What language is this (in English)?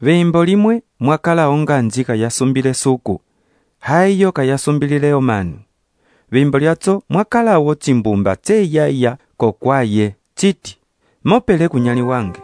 Umbundu